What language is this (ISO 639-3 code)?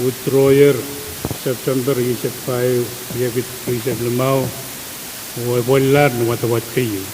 pon